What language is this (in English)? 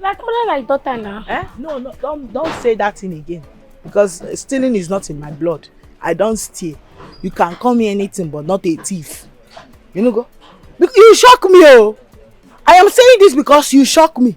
Nigerian Pidgin